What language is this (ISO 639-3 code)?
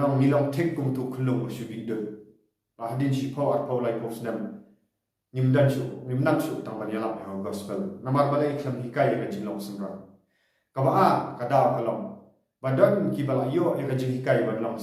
kha